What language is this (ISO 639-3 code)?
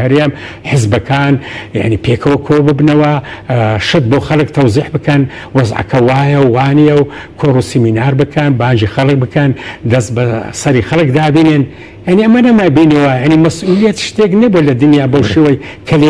ckb